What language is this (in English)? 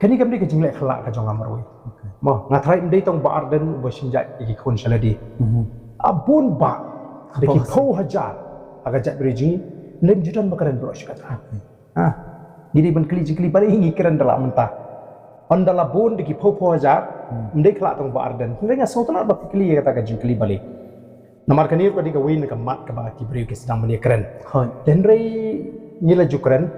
Khasi